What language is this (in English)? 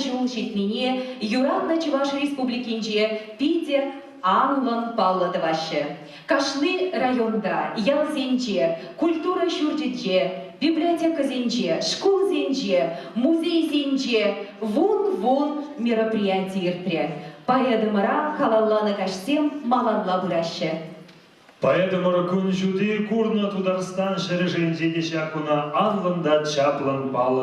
Chuvash